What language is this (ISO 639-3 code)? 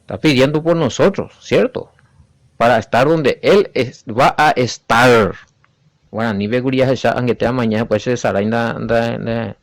grn